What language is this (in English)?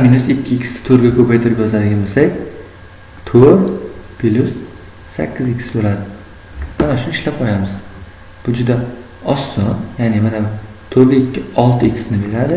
Uzbek